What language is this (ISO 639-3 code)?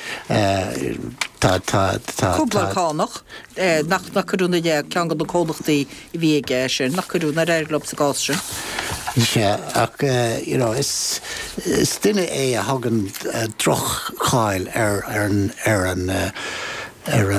gle